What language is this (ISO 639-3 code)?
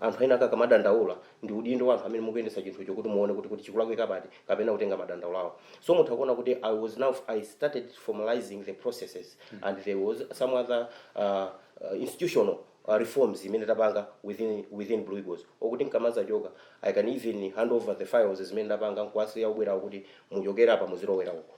nya